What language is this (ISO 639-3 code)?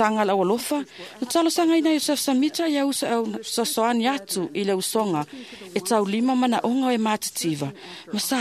smo